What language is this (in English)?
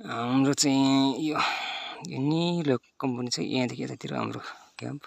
Nepali